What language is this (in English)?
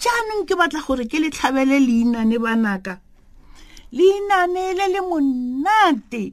Tswana